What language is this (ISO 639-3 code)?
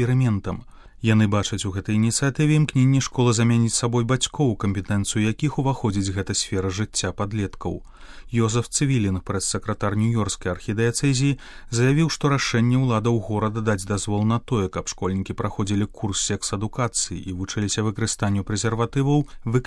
bel